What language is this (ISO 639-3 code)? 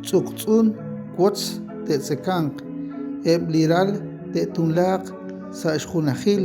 kek